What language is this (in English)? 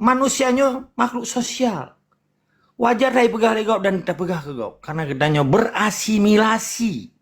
Achinese